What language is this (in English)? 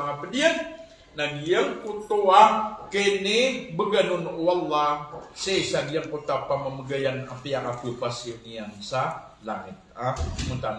Maranao